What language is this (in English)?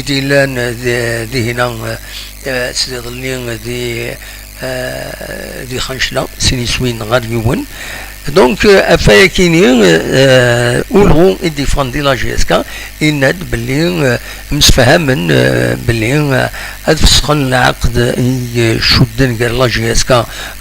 Kabyle